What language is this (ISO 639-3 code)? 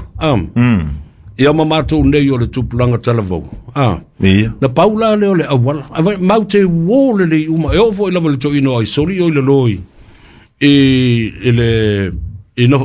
smo